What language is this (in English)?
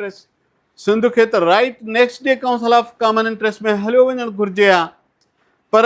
Sindhi